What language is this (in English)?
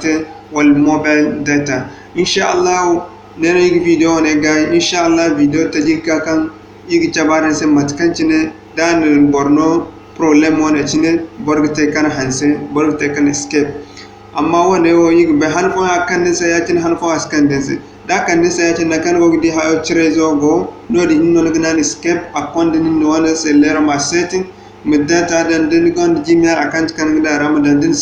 Zarma